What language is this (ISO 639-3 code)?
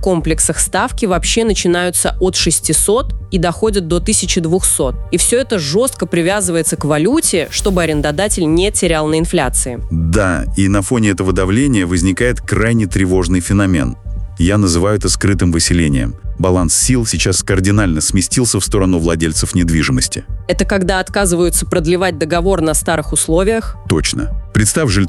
rus